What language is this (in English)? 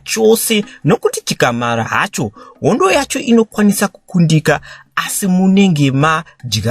Shona